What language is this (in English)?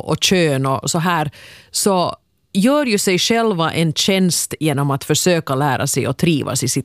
Swedish